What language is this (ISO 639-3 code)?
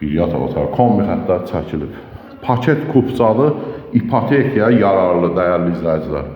aze